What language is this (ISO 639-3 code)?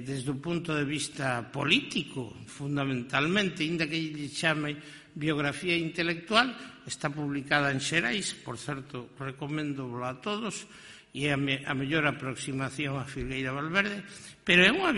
glg